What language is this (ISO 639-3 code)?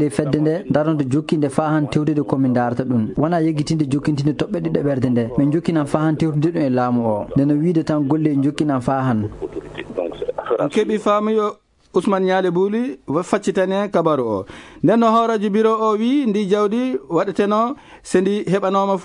ful